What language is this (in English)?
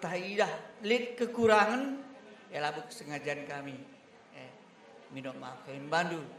Batak Karo